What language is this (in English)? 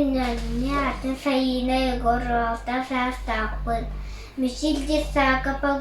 Yakut